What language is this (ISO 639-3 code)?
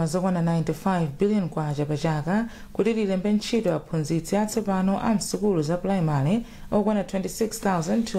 nya